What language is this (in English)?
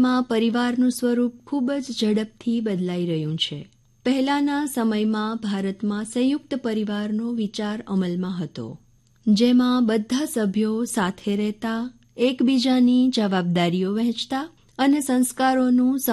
Gujarati